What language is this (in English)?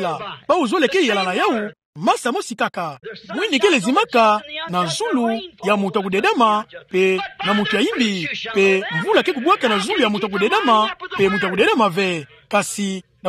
Kituba (Democratic Republic of Congo)